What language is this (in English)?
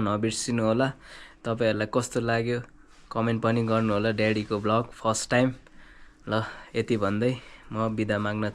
Nepali